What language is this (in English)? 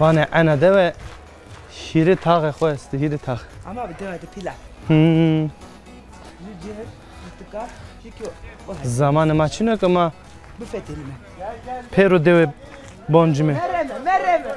Zaza